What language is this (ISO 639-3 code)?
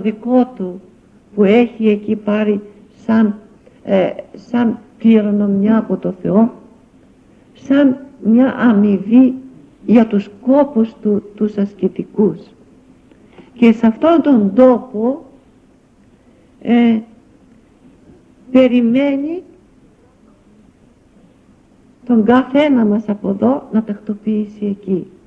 ell